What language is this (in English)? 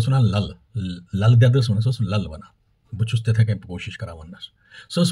Kashmiri